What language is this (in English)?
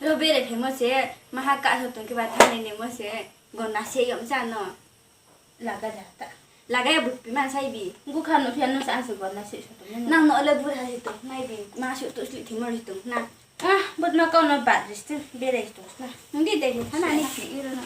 Riang (India)